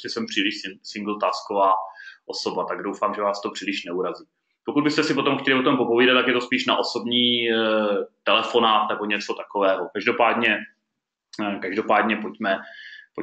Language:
Czech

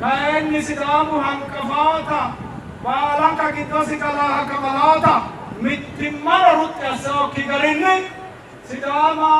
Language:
Sidamo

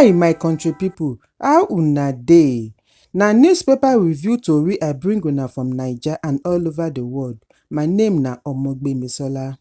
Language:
Nigerian Pidgin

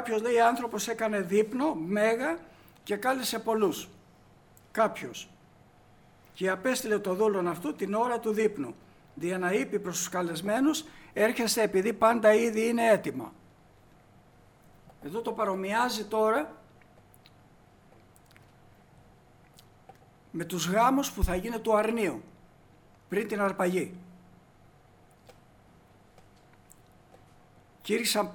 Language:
Greek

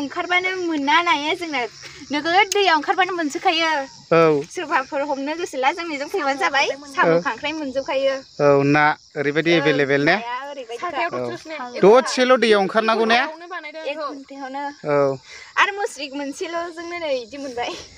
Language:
Bodo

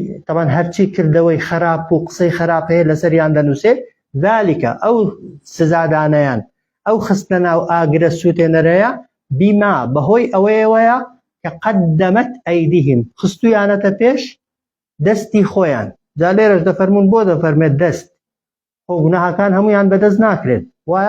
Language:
Central Kurdish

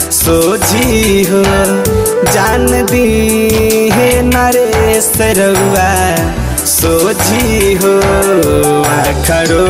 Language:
Bhojpuri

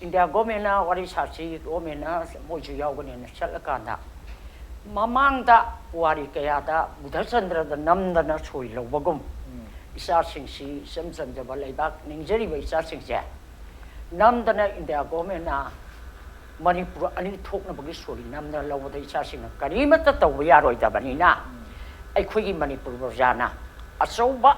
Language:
Manipuri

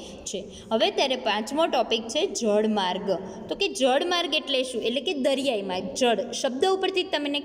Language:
Gujarati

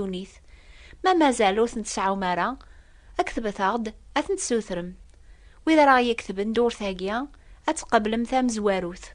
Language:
Kabyle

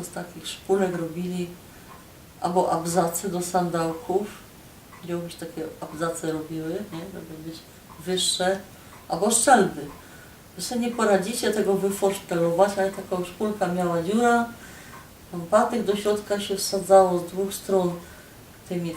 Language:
Silesian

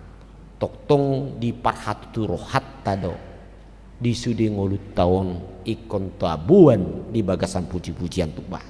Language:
Batak Toba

